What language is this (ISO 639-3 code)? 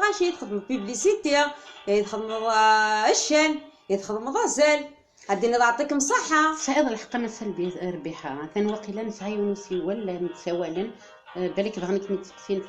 kab